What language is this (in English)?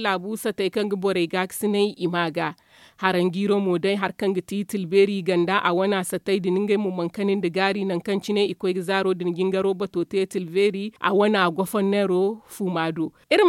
Zarma